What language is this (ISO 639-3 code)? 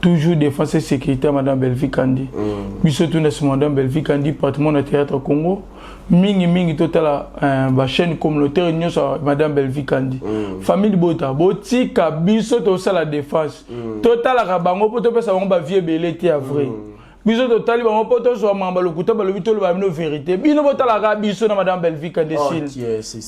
lin